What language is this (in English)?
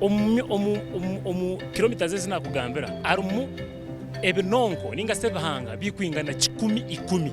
Nyankole